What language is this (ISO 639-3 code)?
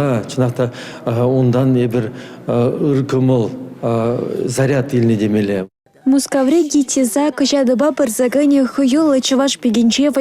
chv